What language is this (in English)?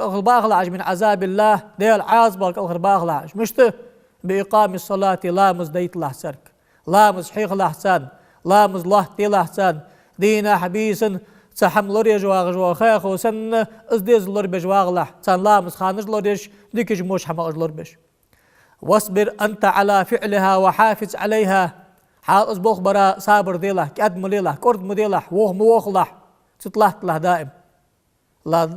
Ingush